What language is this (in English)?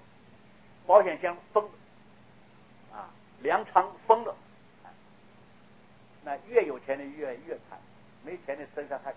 Chinese